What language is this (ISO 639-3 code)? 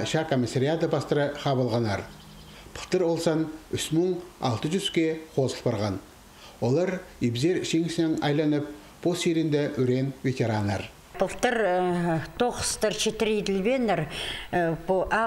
kjh